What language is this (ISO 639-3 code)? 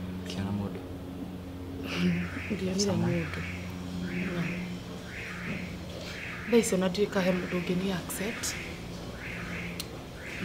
kik